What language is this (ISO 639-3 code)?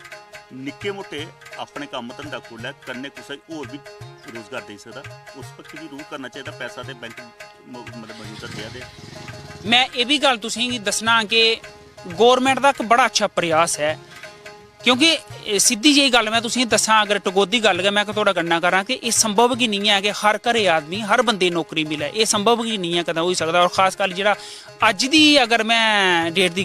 doi